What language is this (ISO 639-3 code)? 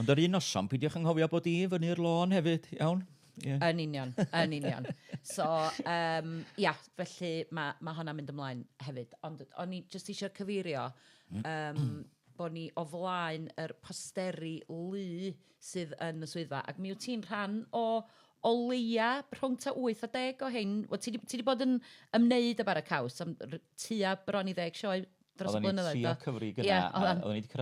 cym